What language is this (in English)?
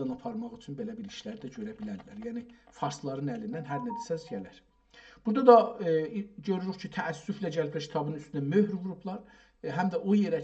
South Azerbaijani